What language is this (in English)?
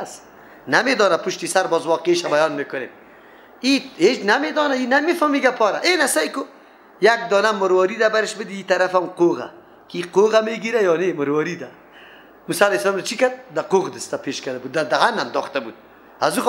Persian